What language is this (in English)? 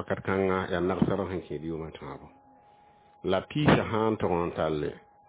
Mossi